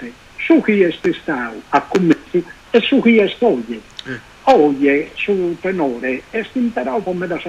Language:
Sardinian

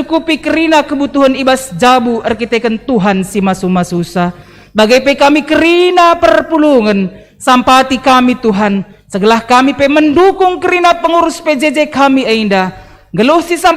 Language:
Batak Karo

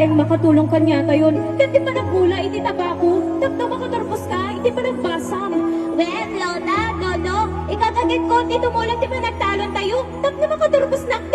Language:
Iloko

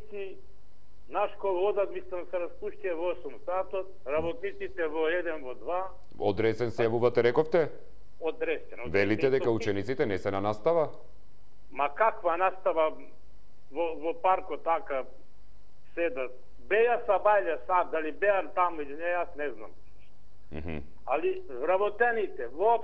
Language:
Macedonian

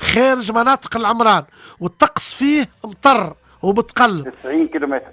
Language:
Tunisian Arabic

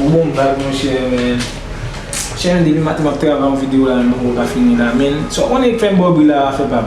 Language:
Haitian Creole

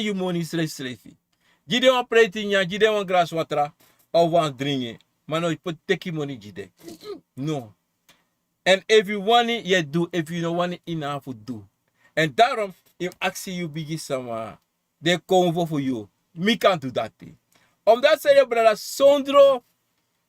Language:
Sranan Tongo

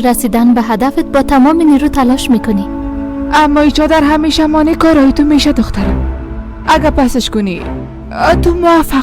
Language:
Persian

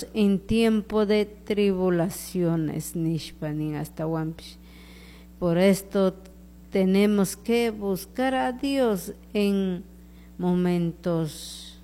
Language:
Chimborazo Highland Quichua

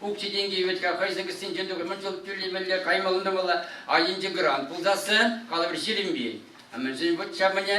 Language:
Chuvash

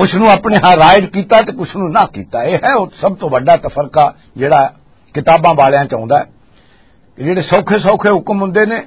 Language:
Western Panjabi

